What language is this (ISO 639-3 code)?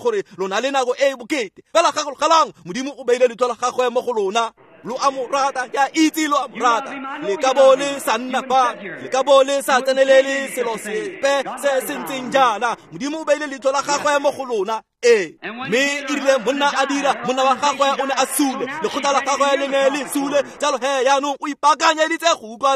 tsn